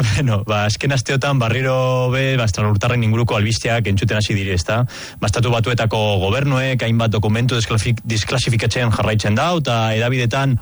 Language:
Basque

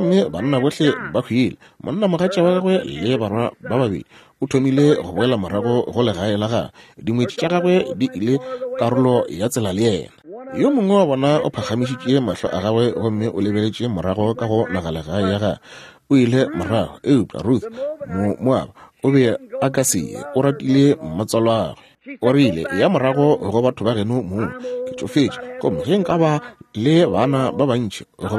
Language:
Northern Sotho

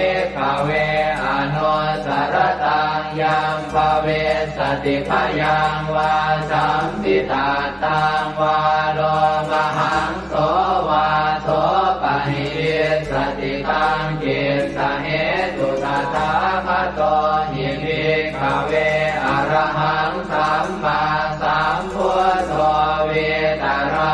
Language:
Pali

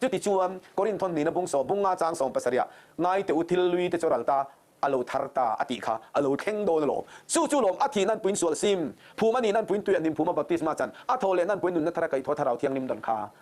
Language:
Mizo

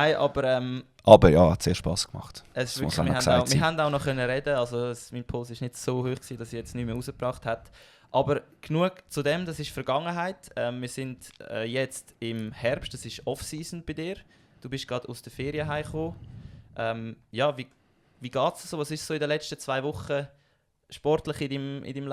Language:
Swiss German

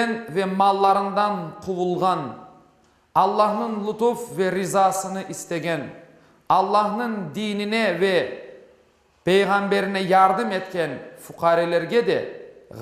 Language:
Crimean Tatar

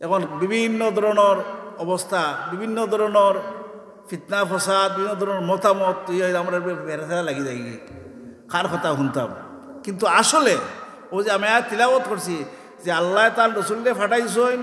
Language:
Sylheti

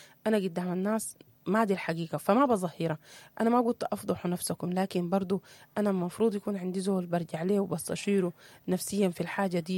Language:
Sudanese Arabic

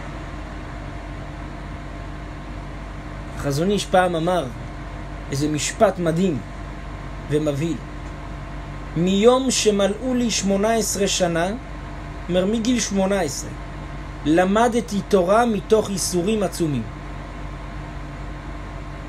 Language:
Hebrew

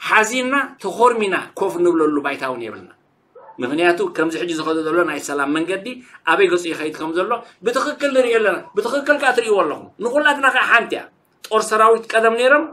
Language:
Tigrinya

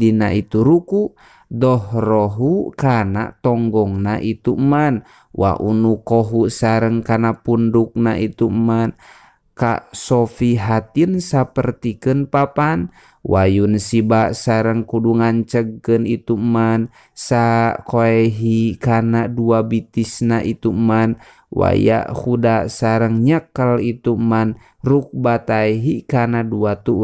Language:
Sundanese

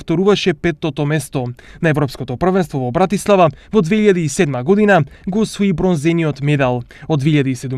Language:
Macedonian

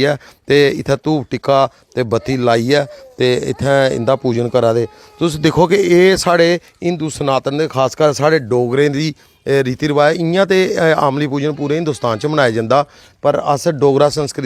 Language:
Dogri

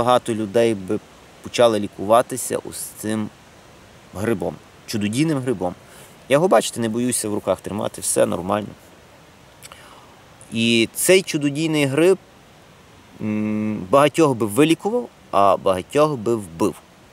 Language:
Ukrainian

